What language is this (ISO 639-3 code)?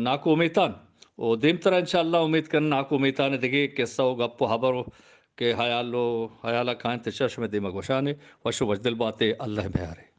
bgp